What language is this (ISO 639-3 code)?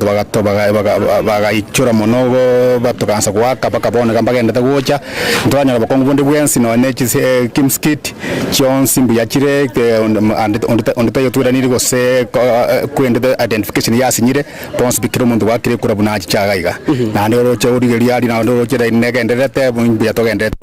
guz